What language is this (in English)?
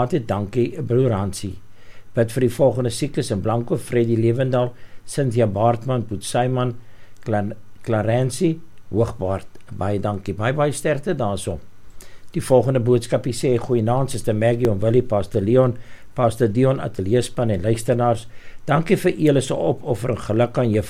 Afrikaans